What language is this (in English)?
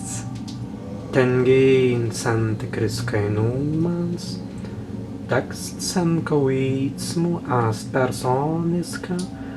Prussian